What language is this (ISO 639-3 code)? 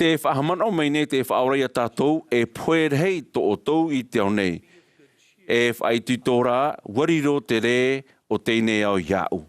tah